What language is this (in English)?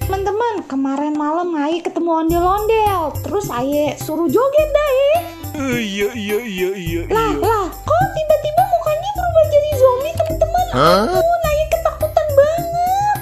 Betawi